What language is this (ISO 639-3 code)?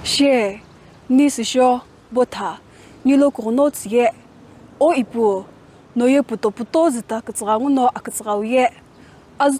nsm